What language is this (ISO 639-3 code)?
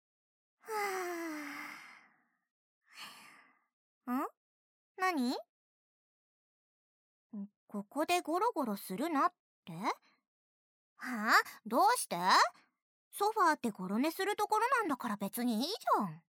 jpn